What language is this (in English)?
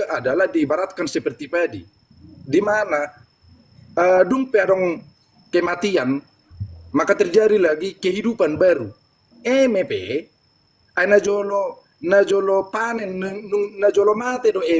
Batak Toba